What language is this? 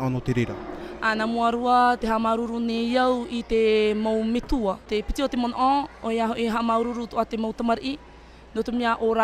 Tahitian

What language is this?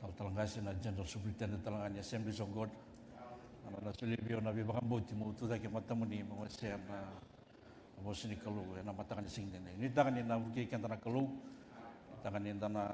Fijian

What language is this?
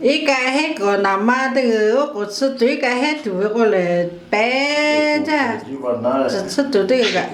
Lahu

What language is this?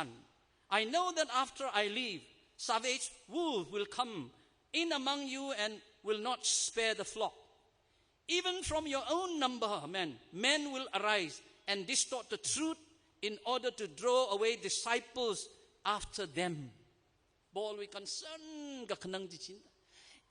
Tangkhul Naga (India)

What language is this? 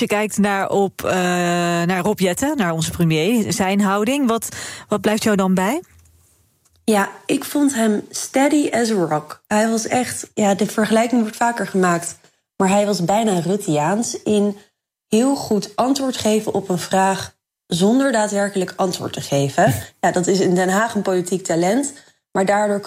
Dutch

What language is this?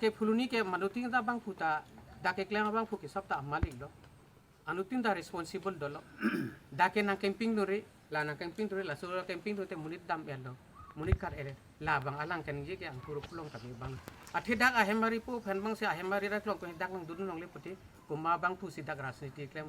Karbi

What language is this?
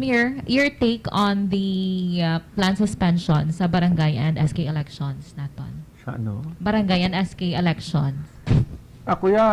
Hiligaynon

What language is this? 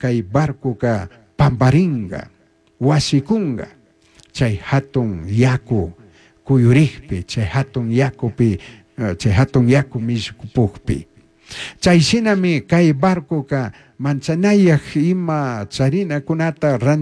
Chimborazo Highland Quichua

